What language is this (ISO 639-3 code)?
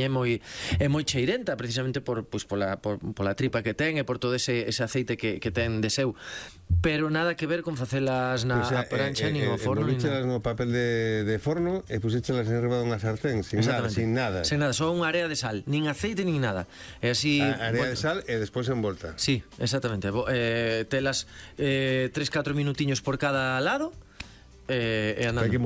glg